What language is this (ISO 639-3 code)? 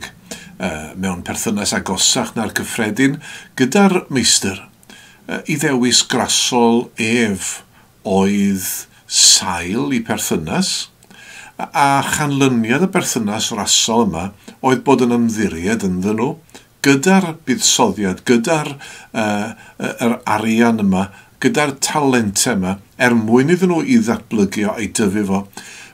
cym